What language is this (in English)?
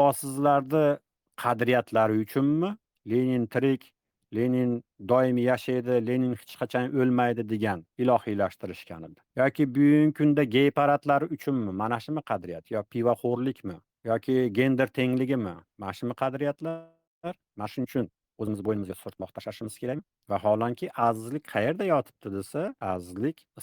Uzbek